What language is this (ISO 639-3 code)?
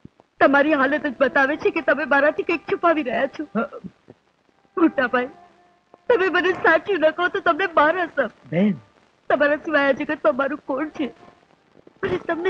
guj